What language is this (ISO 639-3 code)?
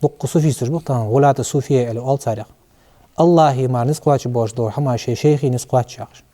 inh